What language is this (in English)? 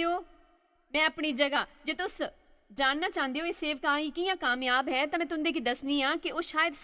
Dogri